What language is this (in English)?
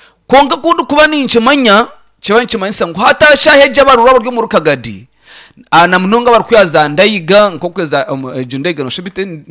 Nyankole